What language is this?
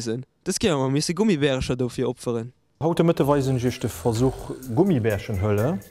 Luxembourgish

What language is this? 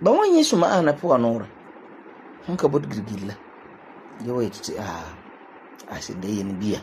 Frafra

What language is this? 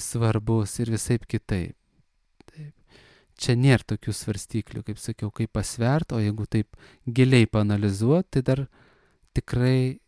Lithuanian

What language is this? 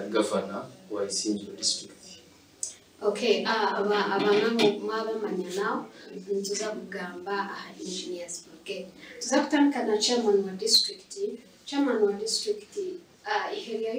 Nyankole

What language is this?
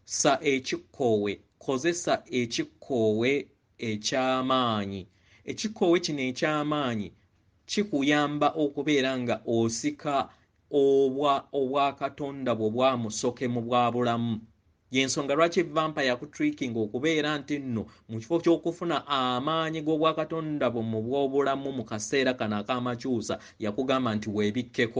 Ganda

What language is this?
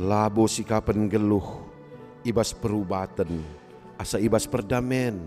Batak Karo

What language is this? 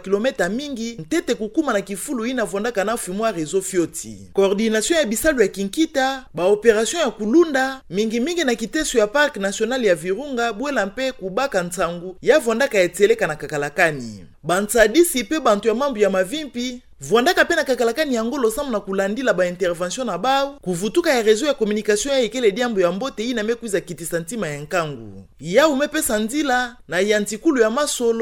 Kituba (Democratic Republic of Congo)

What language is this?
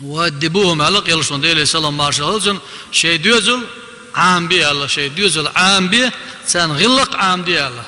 Chechen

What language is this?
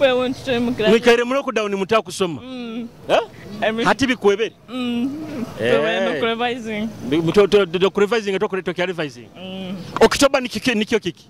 Nyoro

